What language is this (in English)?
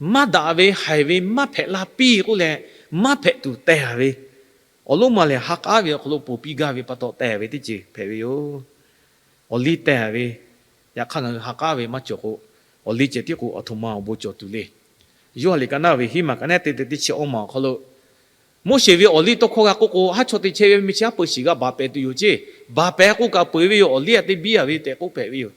Lahu